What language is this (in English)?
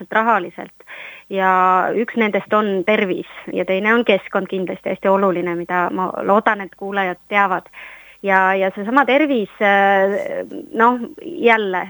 Estonian